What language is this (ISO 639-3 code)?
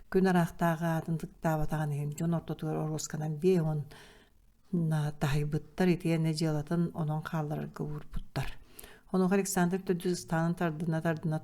sah